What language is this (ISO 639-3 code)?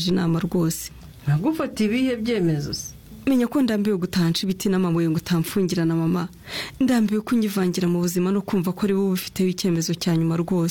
kin